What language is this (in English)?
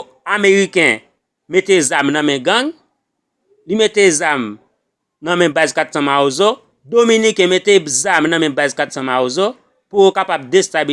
Haitian Creole